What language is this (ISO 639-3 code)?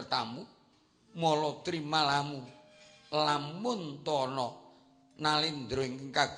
jav